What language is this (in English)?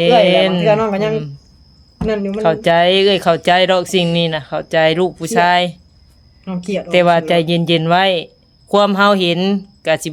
Northeastern Thai